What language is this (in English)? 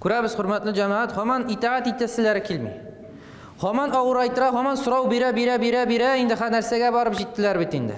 Tatar